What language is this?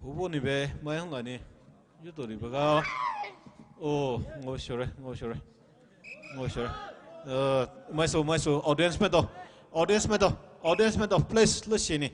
Poumei Naga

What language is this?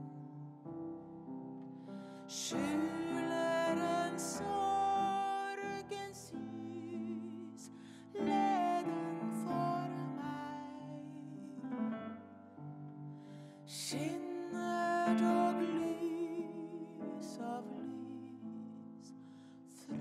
Norwegian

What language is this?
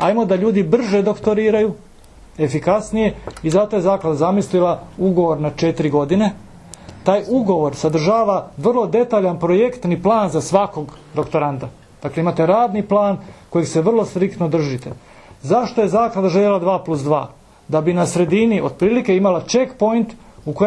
Croatian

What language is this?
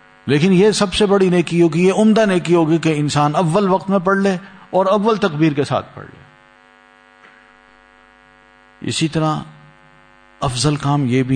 Urdu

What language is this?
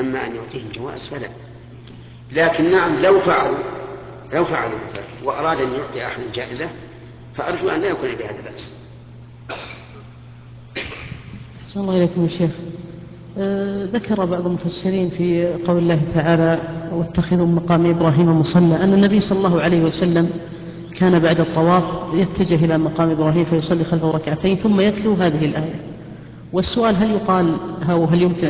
Arabic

